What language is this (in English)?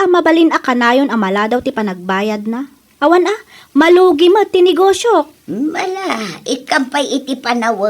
Iloko